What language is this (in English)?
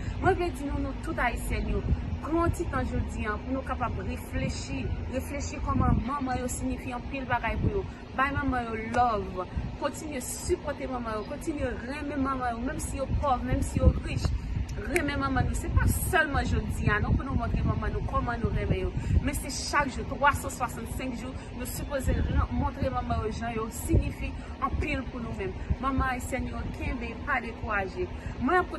Haitian Creole